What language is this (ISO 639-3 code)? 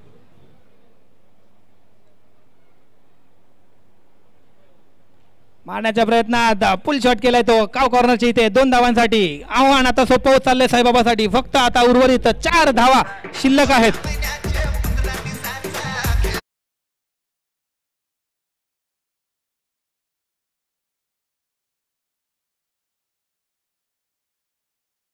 mar